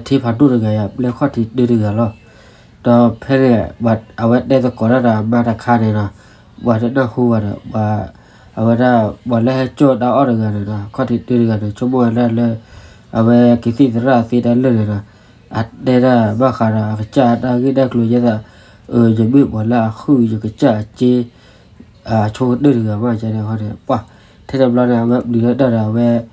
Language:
S'gaw Karen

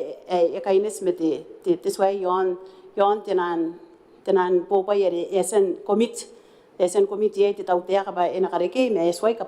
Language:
Gilbertese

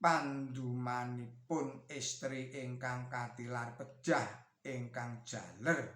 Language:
Javanese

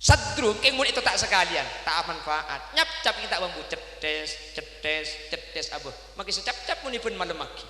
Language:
Madurese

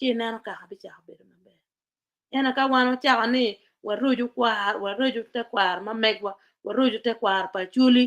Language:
Acoli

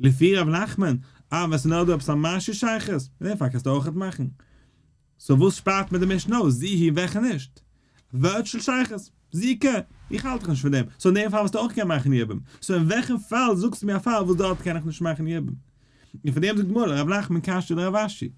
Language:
Yiddish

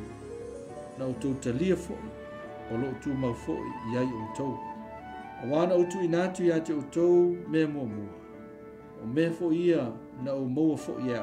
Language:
Samoan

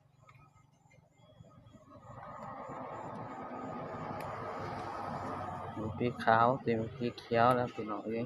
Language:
Lao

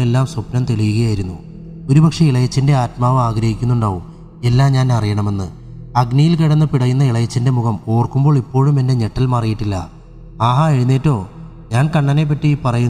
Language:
Malayalam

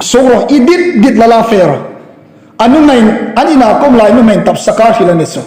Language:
Hmar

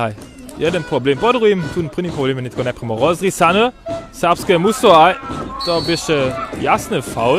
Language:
Upper Sorbian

